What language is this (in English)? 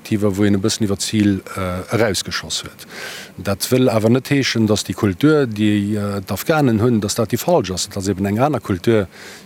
Luxembourgish